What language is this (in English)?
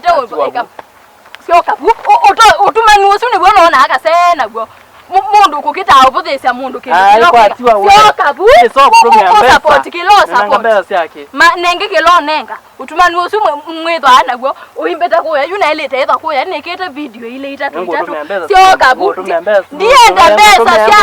Kamba